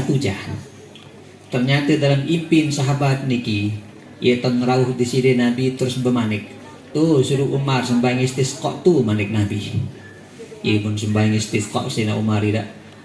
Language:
Sasak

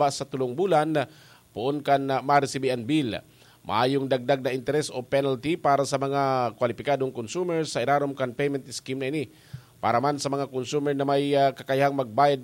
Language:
Bikol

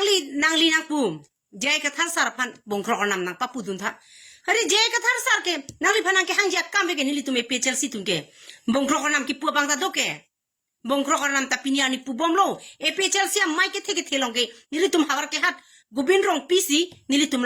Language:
Karbi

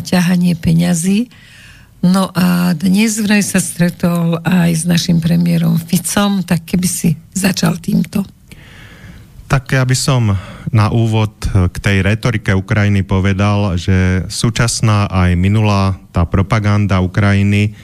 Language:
Slovak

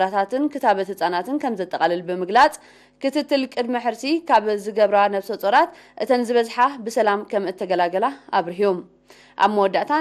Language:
Tigrinya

